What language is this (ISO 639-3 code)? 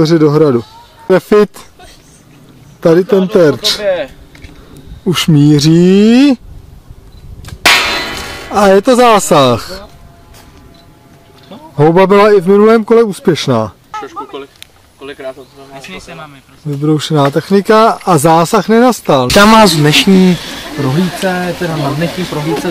ces